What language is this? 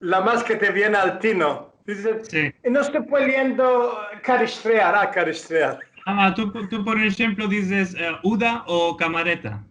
Ladino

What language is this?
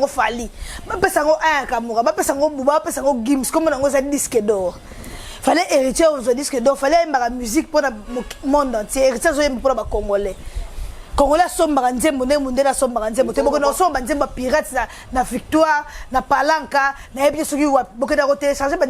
Lingala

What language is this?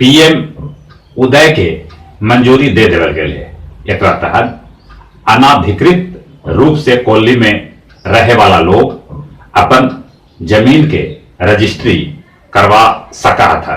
Magahi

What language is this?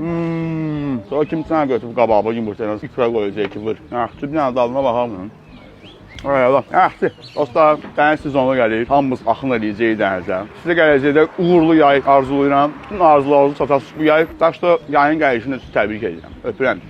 Azerbaijani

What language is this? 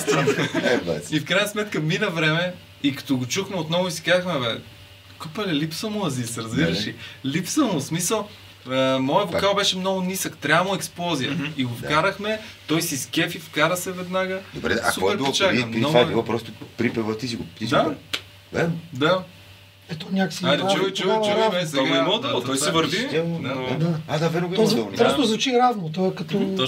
Bulgarian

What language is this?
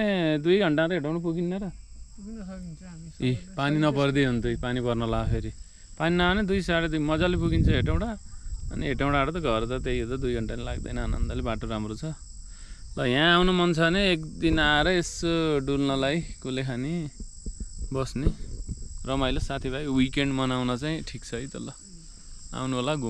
Nepali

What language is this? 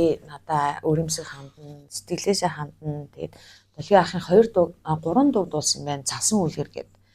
Mongolian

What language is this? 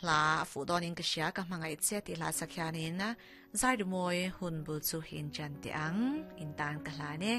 Mizo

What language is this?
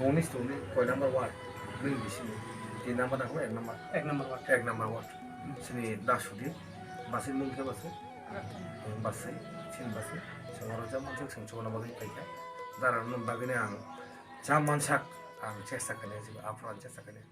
Kok Borok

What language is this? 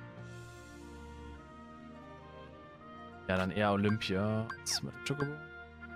German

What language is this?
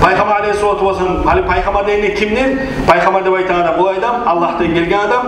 Kumyk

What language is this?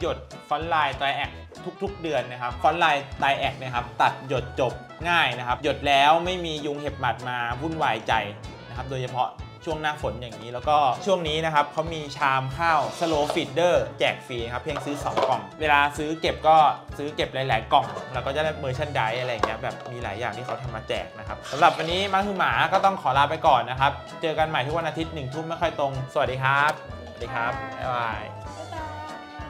Thai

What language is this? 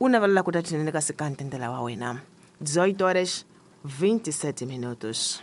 Tsonga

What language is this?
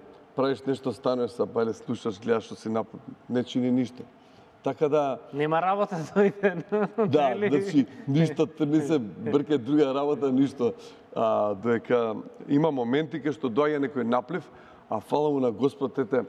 Macedonian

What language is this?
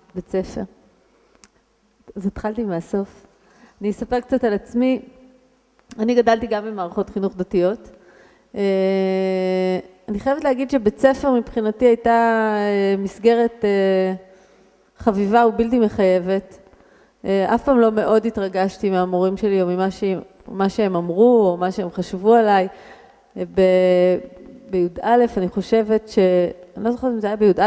Hebrew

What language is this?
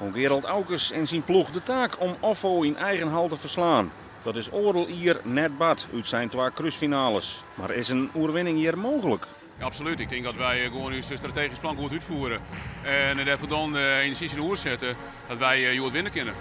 Western Frisian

